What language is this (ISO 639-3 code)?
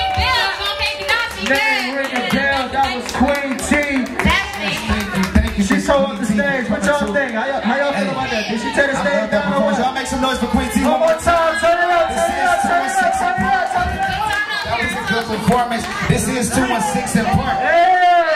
eng